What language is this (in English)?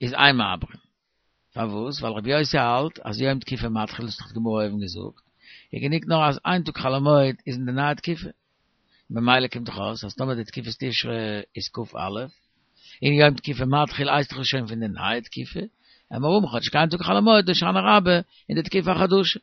Yiddish